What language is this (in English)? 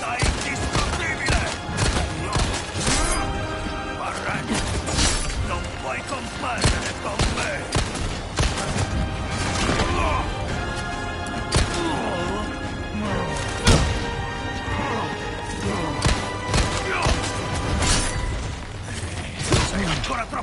Italian